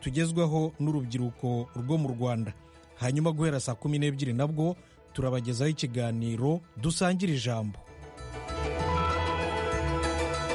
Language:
Kinyarwanda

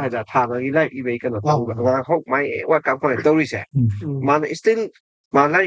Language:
Manipuri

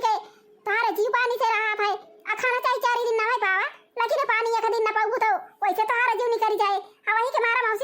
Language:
Awadhi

